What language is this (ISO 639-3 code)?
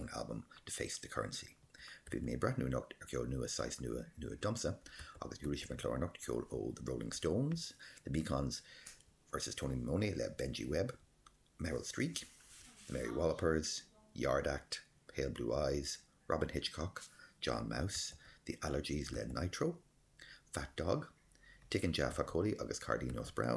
gle